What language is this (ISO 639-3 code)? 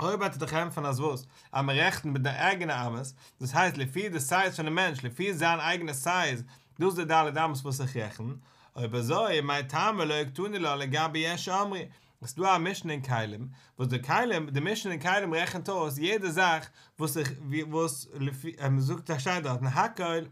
yid